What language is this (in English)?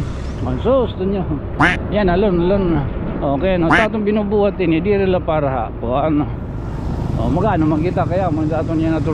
Waray